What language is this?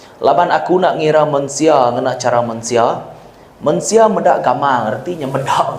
Iban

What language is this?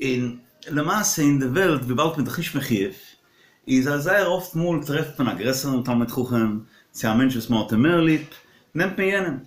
Yiddish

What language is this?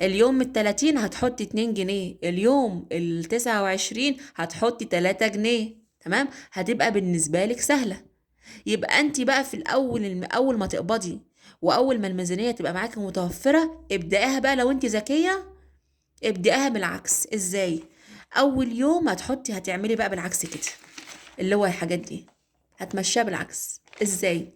Egyptian Arabic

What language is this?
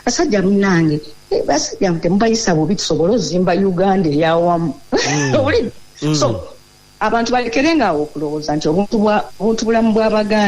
Ganda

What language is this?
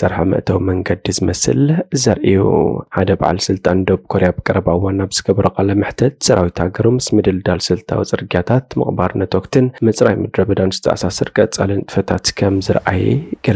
Tigrinya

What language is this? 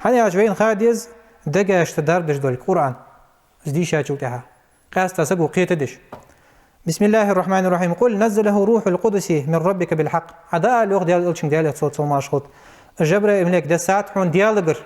Ingush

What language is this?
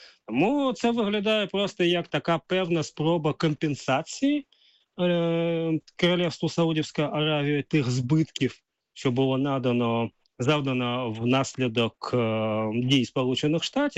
Ukrainian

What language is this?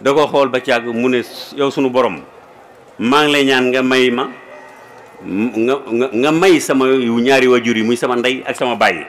Wolof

